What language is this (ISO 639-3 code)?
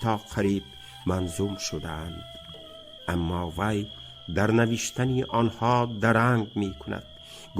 tgk